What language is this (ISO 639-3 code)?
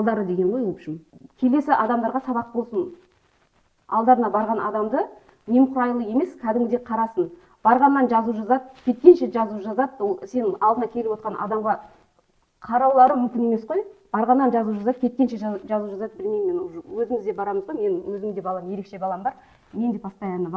kaz